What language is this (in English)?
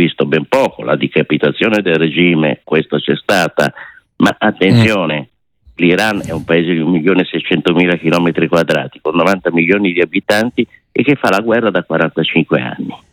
Italian